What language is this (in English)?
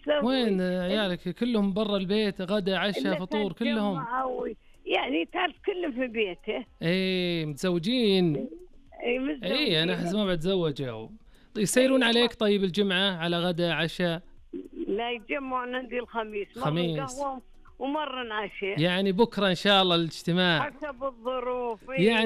Najdi Arabic